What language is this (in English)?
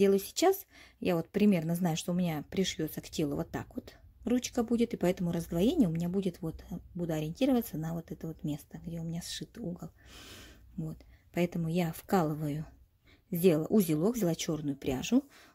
Russian